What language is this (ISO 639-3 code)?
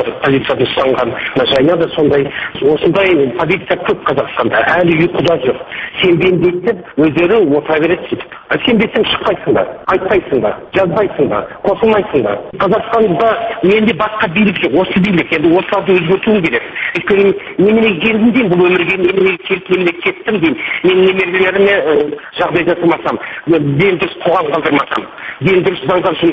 kaz